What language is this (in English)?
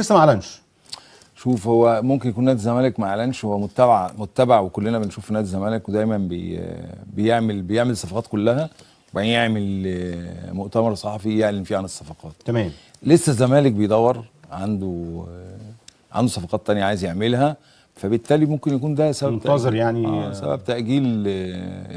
Egyptian Arabic